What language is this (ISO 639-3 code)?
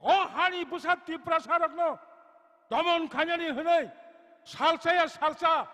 trp